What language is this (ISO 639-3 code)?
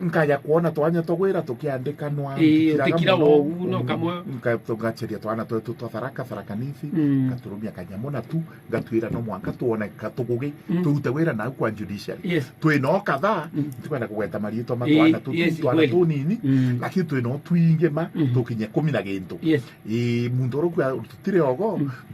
mer